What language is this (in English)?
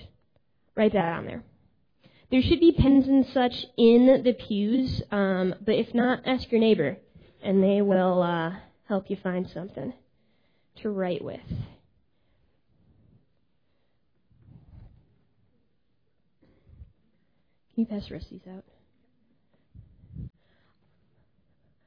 English